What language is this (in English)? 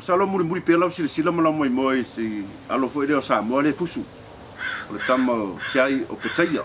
Samoan